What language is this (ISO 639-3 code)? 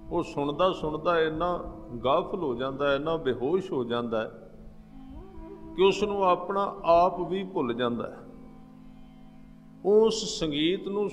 pan